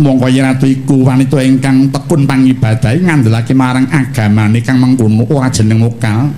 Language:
Javanese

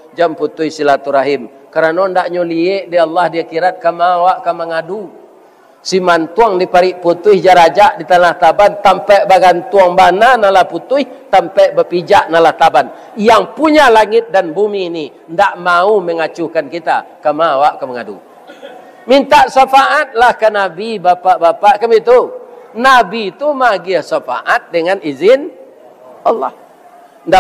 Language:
Minangkabau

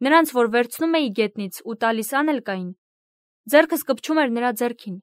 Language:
Armenian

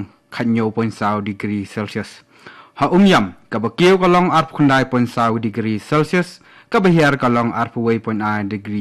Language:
Khasi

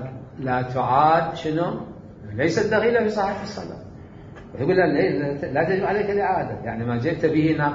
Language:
Mesopotamian Arabic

